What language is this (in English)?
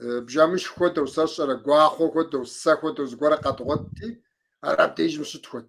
Kabardian